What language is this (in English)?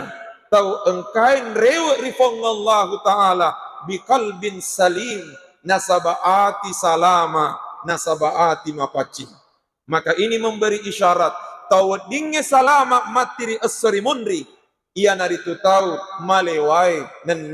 Buginese